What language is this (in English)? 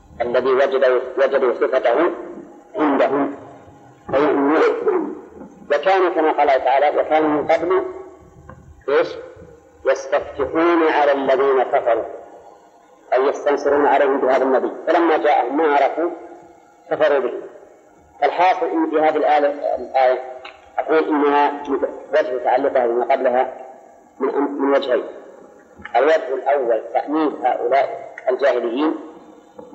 Arabic